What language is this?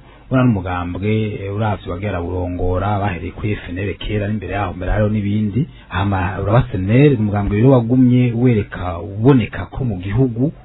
Rundi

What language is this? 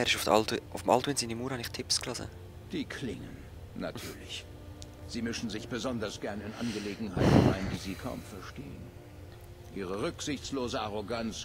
Swiss German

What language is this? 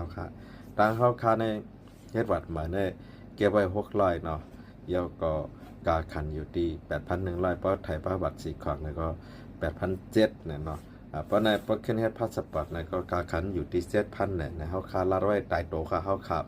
Shan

